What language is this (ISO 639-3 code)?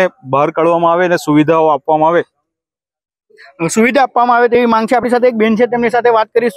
guj